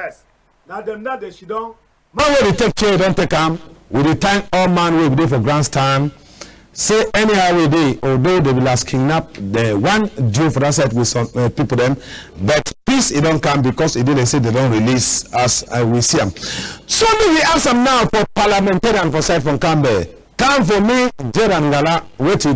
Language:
Cameroon Pidgin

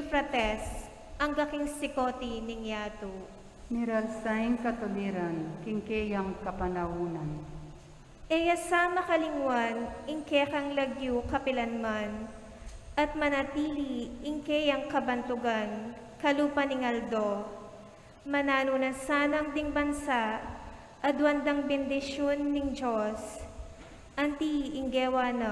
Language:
Pampanga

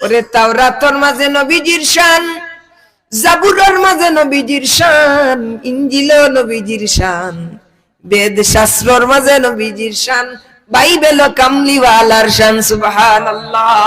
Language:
Sylheti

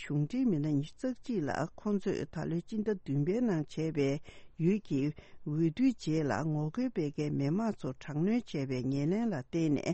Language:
Tibetan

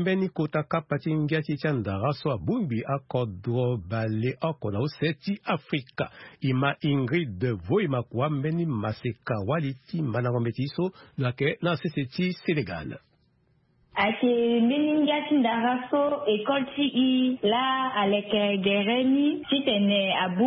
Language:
Sango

